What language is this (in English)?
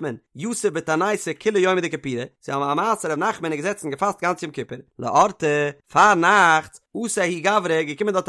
Yiddish